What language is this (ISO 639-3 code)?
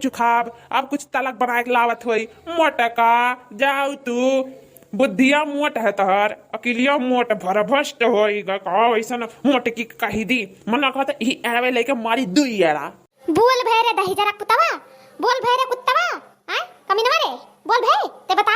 awa